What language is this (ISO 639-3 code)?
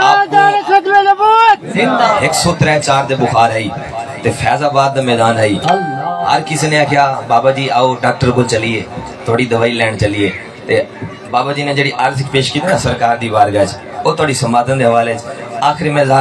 skr